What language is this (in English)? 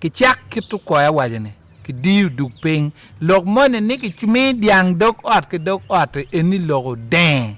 Acoli